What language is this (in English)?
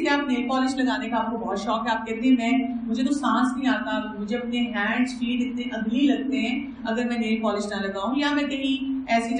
Urdu